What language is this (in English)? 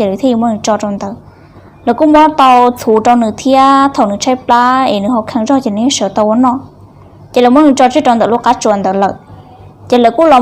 Hmong